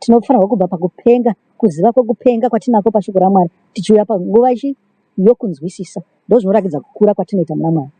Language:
Shona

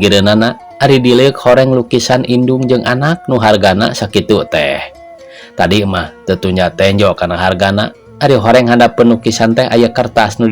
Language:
Sundanese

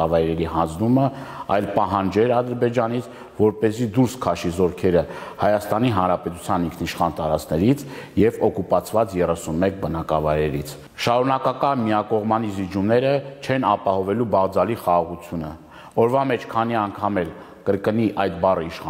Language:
Armenian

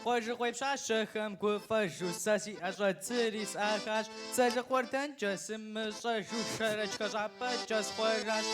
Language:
Kabardian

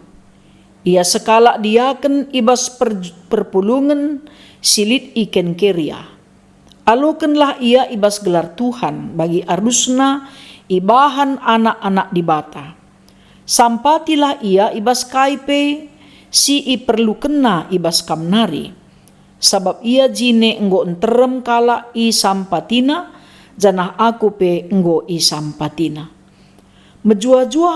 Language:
Batak Karo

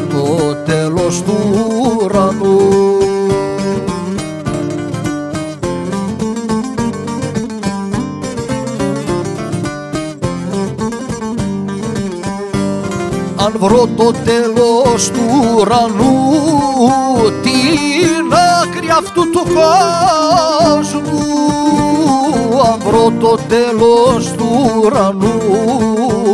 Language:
Greek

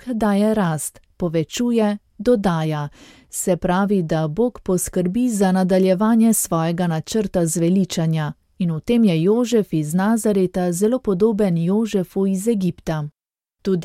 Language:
Slovenian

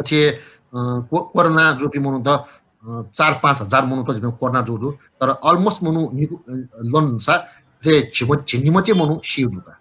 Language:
Newari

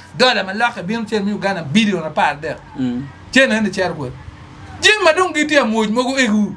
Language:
Acoli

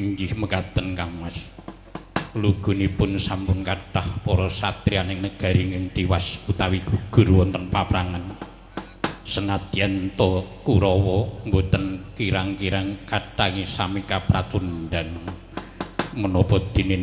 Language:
Javanese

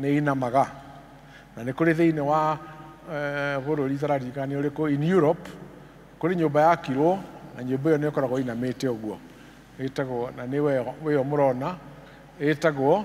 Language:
Kikuyu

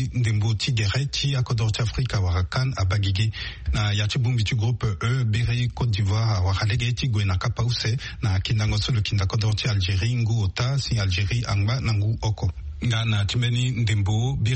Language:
Sango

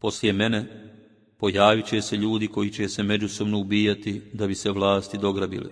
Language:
Bosnian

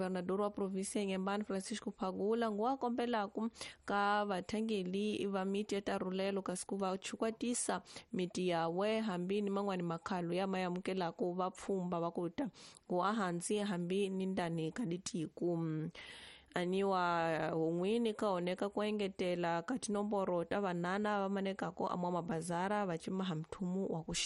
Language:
Tsonga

